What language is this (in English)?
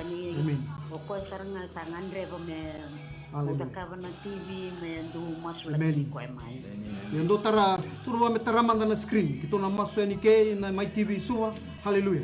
Fijian